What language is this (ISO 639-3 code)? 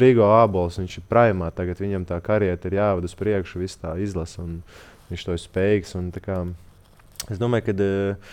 lav